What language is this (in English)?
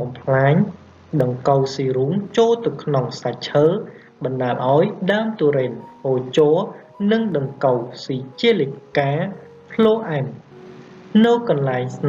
Khmer